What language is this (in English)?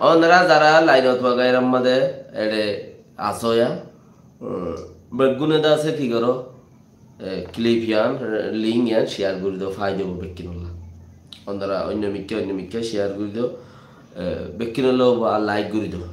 Rohingya